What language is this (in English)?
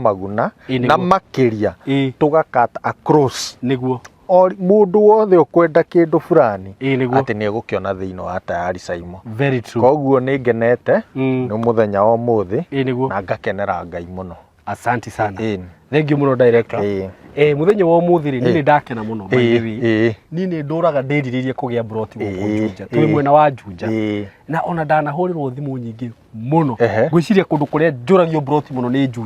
Kikuyu